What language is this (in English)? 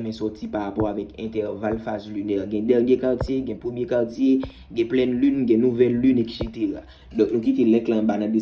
Haitian Creole